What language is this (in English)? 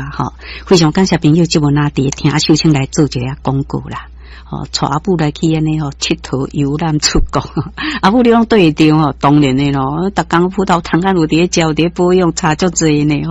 Min Nan Chinese